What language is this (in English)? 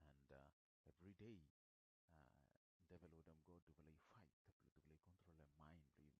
Bislama